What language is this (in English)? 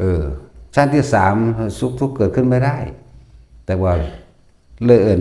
Lao